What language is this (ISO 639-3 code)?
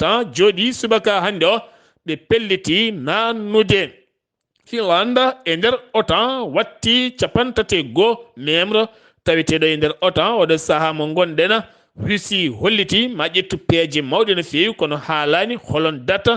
ful